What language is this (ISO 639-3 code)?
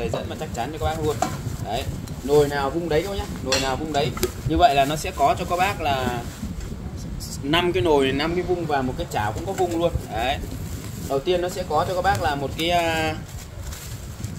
vie